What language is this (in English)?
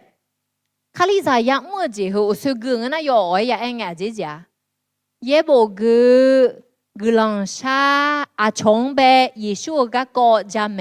Akha